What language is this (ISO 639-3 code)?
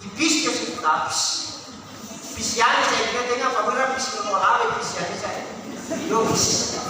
nia